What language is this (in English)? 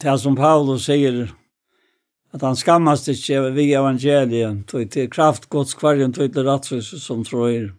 Faroese